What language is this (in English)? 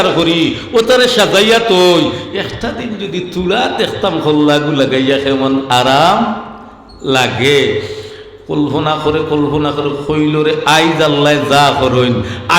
Sylheti